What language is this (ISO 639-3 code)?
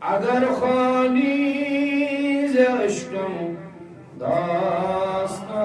kas